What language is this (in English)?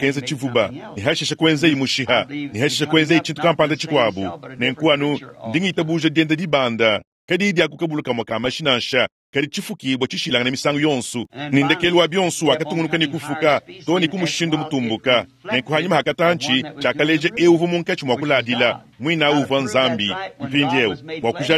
Luba-Lulua